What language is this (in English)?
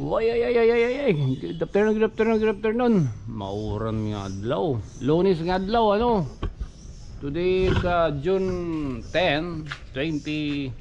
Waray